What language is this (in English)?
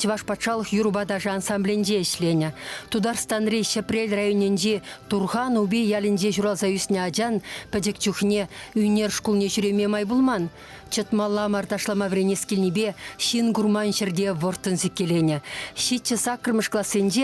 Chuvash